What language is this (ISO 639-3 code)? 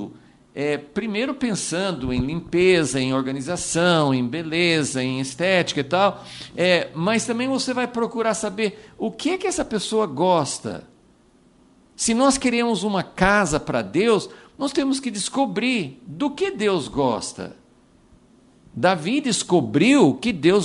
por